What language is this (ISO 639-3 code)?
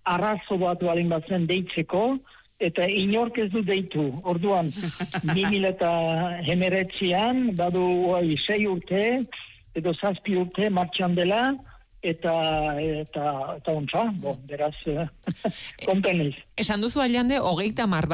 eus